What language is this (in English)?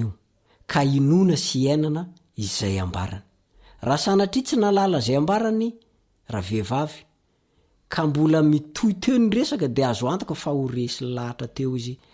Malagasy